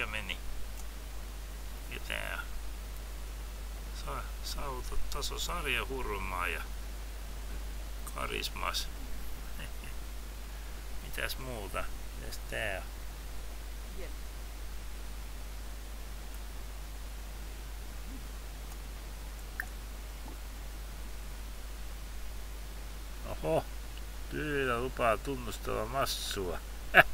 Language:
Finnish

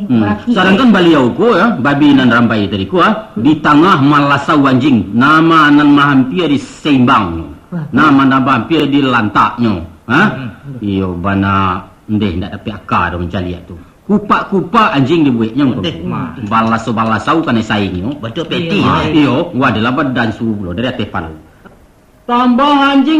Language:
Minangkabau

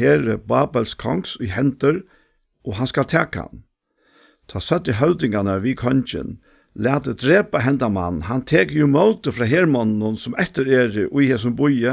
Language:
Faroese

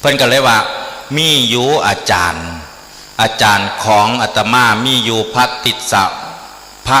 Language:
Northeastern Thai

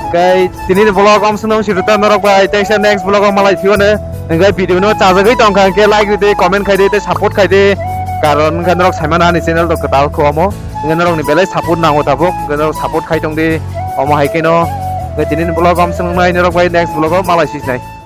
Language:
Kok Borok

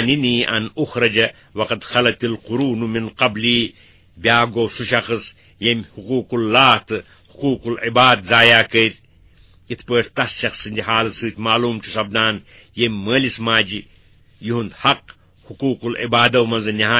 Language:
Kashmiri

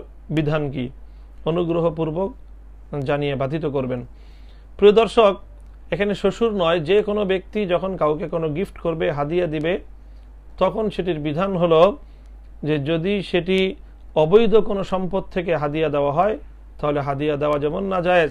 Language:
Bangla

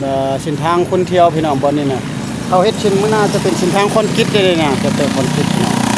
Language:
Lao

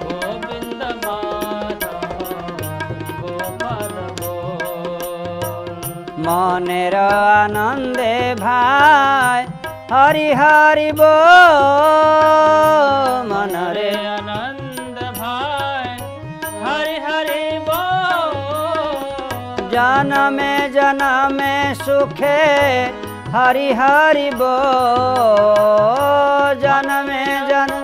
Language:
Odia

